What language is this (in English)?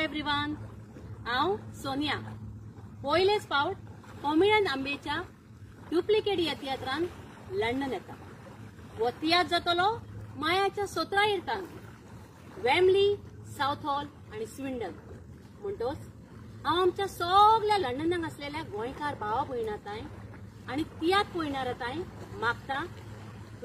Konkani